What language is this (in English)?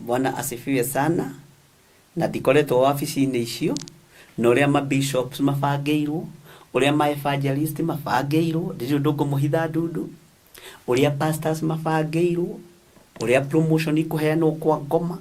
Kikuyu